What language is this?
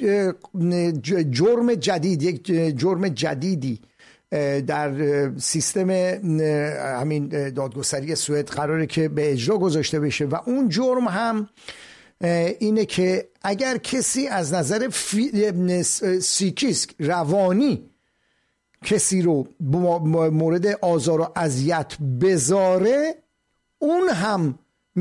Persian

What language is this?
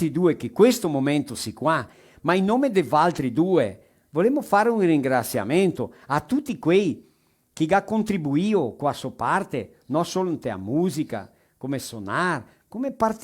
Venetian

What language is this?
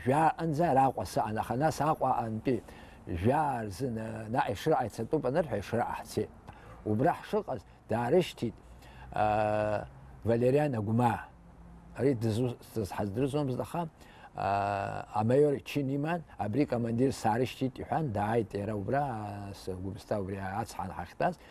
Abkhazian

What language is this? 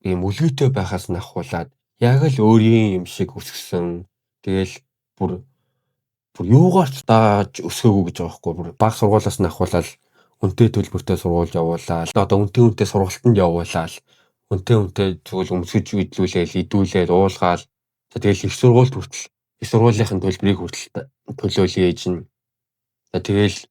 Mongolian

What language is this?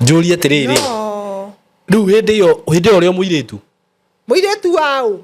Kikuyu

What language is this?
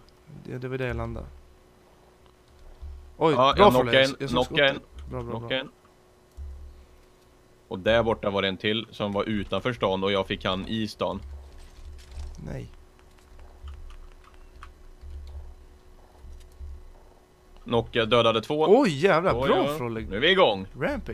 Swedish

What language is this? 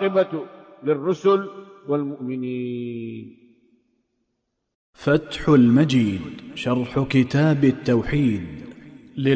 Arabic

